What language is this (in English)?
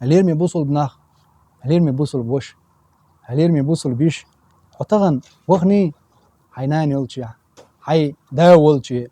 Chechen